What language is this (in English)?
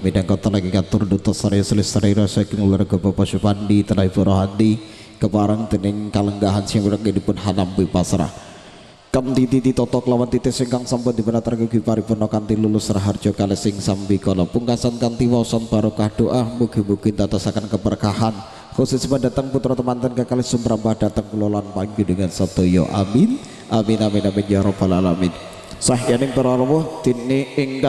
Javanese